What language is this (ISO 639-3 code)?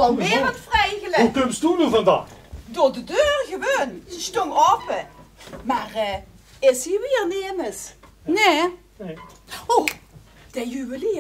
lim